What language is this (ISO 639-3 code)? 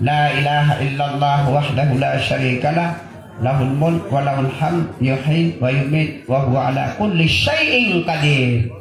mrw